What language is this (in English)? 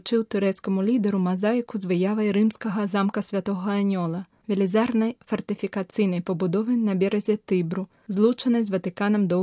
Belarusian